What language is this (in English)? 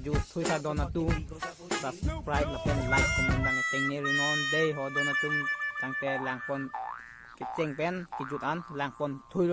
Karbi